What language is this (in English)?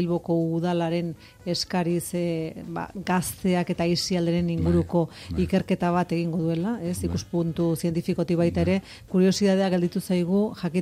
Basque